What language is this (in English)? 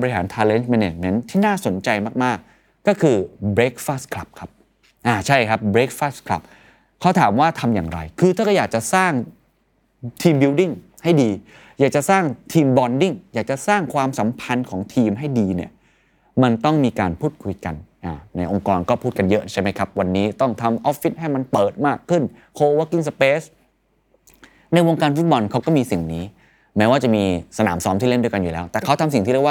Thai